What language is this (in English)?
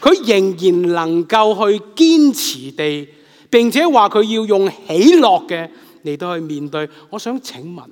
Cantonese